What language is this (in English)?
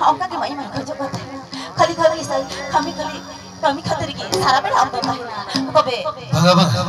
Santali